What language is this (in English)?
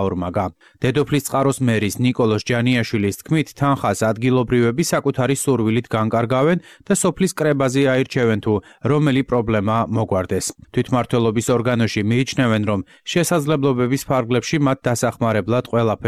Georgian